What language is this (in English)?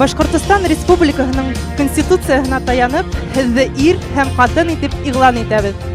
Bashkir